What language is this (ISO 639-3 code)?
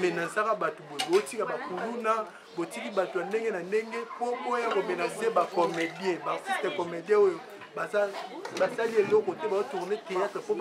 lin